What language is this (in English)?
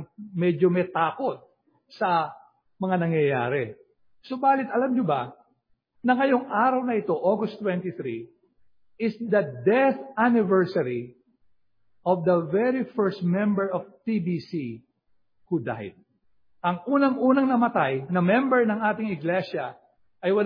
Filipino